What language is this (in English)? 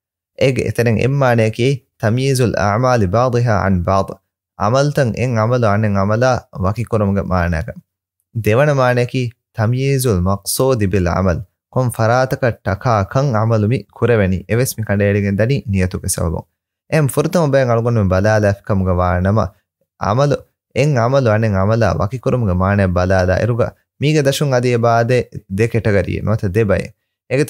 Divehi